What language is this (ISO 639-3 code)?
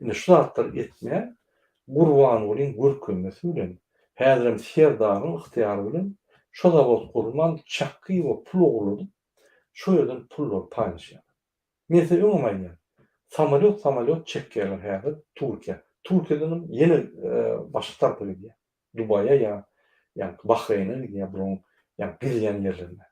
tuk